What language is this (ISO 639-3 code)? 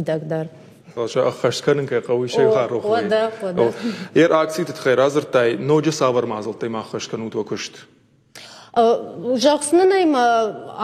oss